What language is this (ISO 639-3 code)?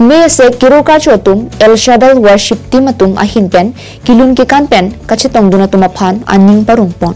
mjw